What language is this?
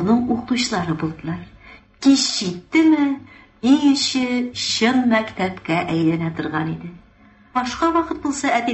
Tatar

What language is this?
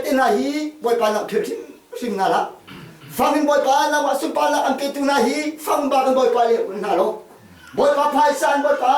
Hakha Chin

